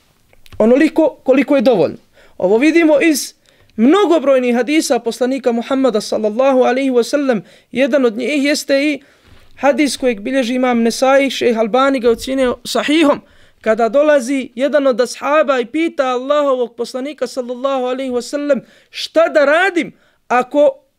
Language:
Bosnian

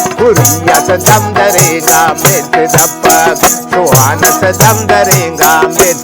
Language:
Brahui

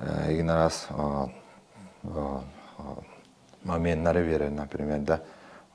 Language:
Yakut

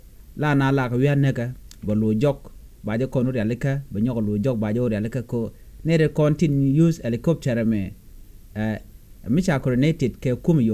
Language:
Nuer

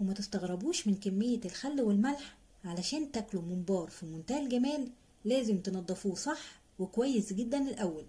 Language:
Egyptian Arabic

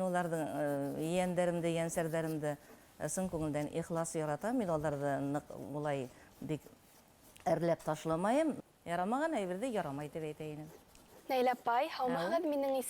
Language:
Bashkir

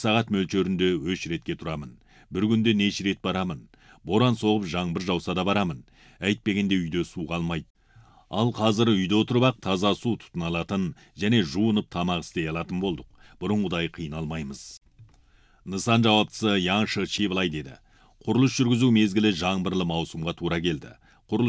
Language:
Kazakh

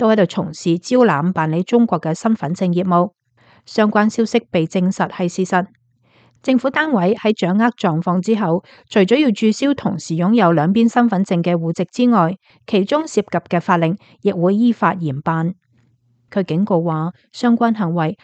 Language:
Cantonese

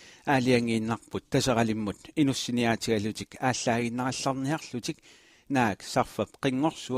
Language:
Kalaallisut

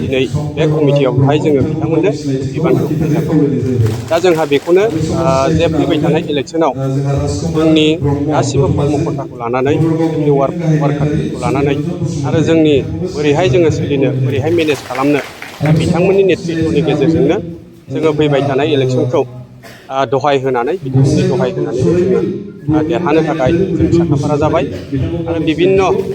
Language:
Bodo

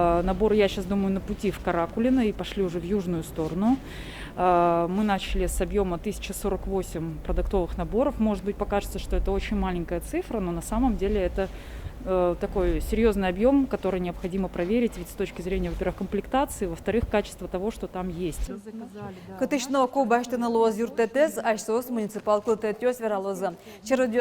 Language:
Udmurt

